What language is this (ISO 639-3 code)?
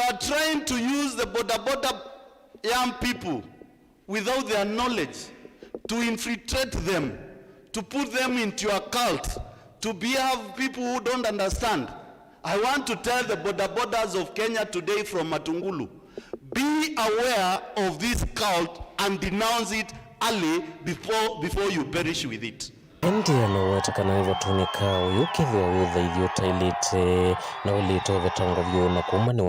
kam